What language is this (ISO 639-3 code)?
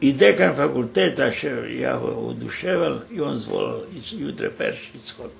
rue